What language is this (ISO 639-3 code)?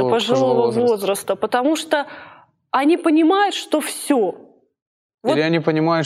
rus